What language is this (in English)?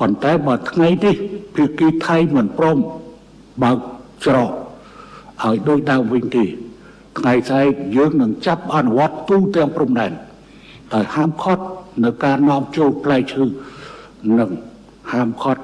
Khmer